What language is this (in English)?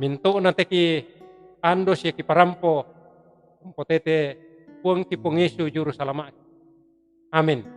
Toraja-Sa'dan